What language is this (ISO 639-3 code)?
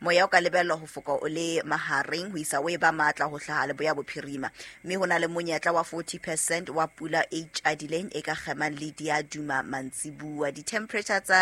sot